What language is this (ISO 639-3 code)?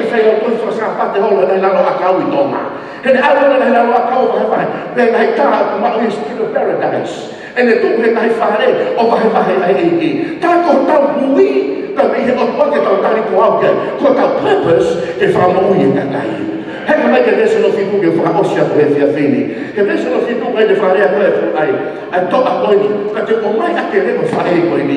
ton